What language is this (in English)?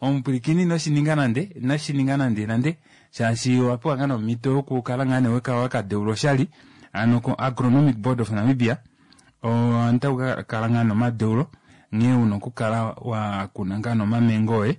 Kuanyama